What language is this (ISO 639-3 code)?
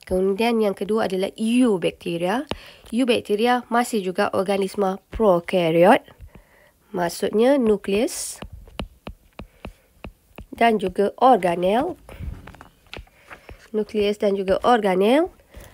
msa